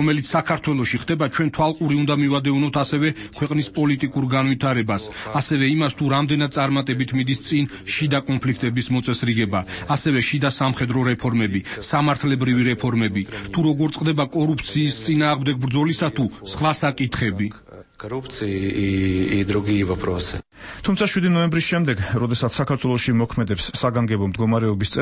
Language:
Georgian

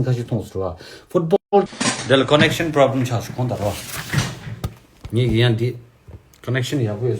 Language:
Tibetan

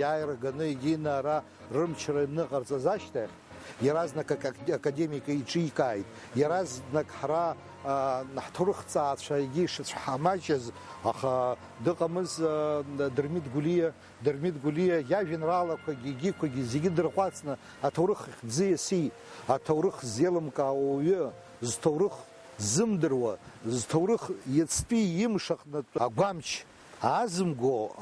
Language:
Abkhazian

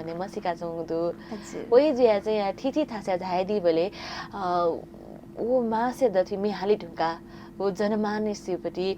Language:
Newari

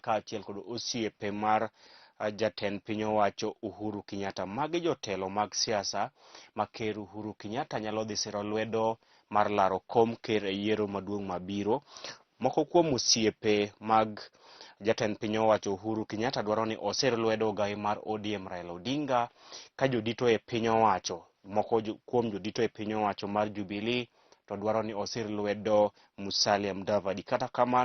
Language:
Luo (Kenya and Tanzania)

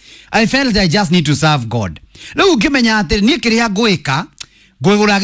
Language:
Kikuyu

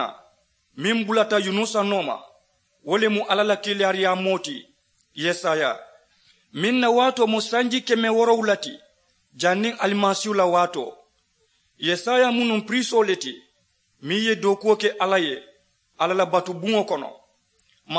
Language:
Mandingo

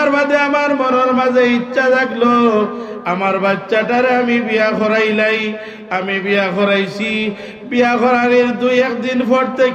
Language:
Sylheti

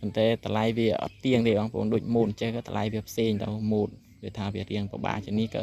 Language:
Khmer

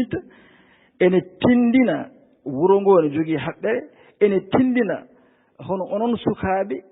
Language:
Fula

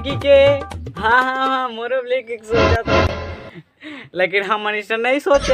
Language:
Chhattisgarhi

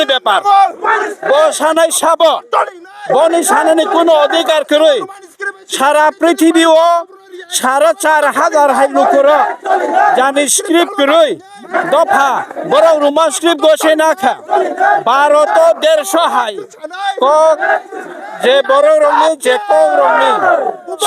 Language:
Kok Borok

